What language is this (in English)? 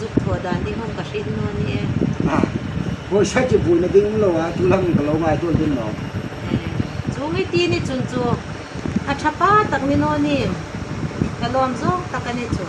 Hmar